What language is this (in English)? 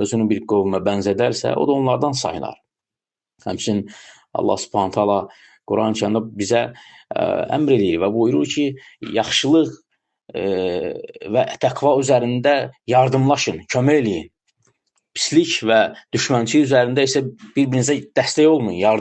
Azerbaijani